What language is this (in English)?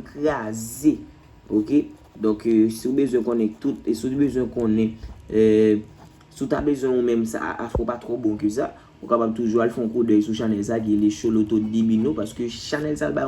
Haitian Creole